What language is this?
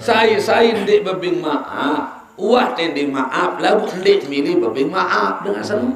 Sasak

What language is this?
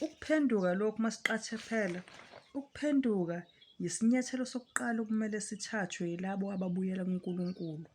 Zulu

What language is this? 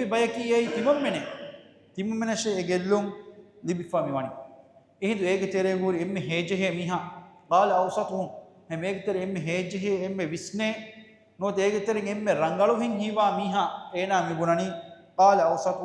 Divehi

